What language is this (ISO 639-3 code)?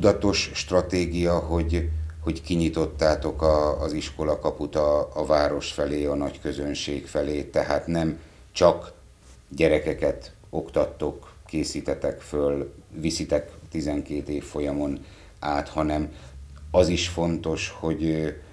hun